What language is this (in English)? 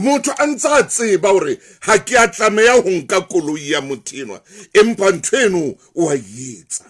Southern Sotho